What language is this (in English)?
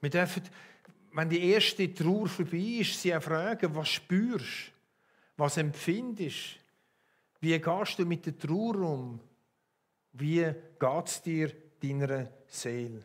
Swiss German